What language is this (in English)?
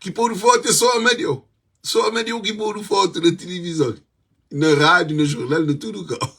Kabuverdianu